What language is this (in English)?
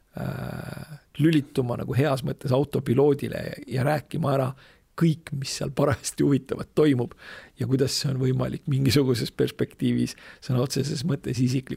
Estonian